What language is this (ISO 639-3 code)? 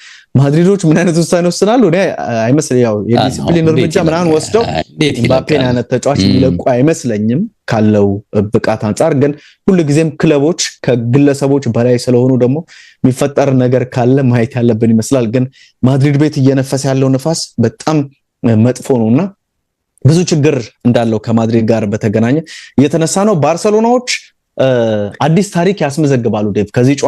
amh